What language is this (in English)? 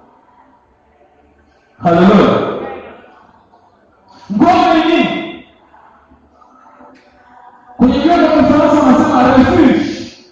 Swahili